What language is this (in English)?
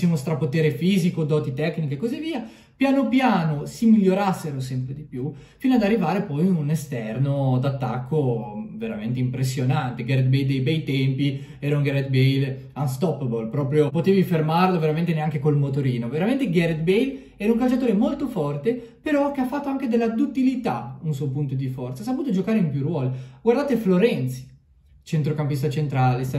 Italian